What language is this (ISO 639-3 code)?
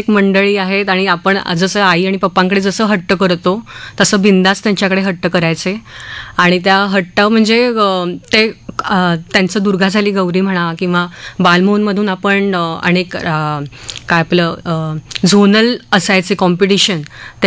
mar